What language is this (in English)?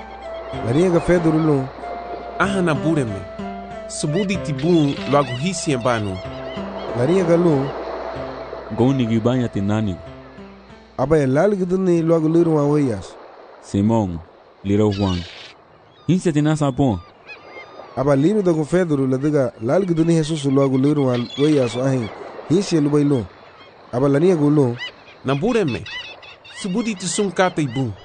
Garifuna